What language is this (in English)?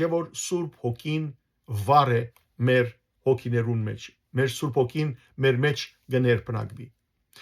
Western Armenian